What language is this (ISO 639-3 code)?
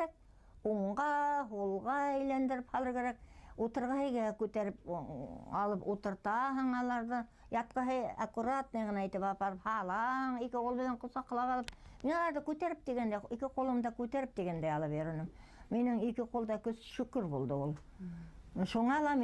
bak